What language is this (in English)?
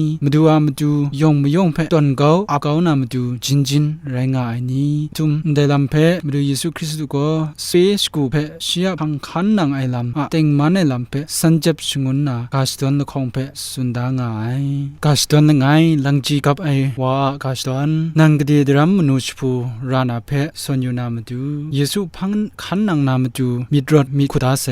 Kachin